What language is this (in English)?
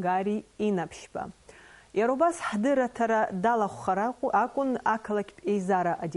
Abkhazian